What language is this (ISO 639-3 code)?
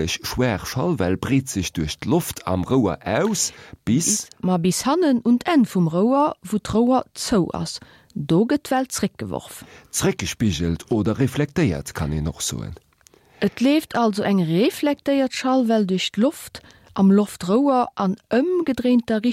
ltz